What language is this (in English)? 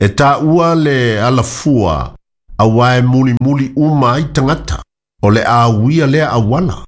Samoan